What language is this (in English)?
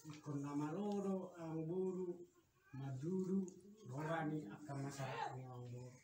Batak Toba